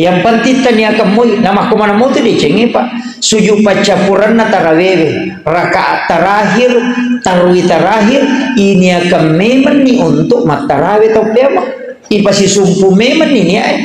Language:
Buginese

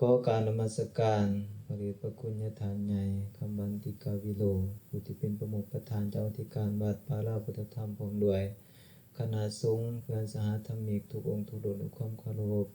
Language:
Lao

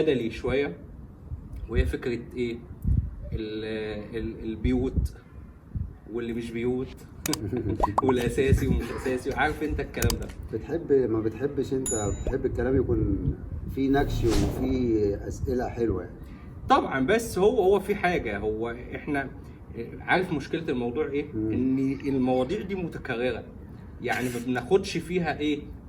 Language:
Egyptian Arabic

